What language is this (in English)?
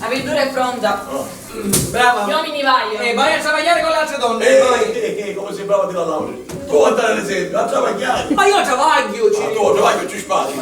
Sicilian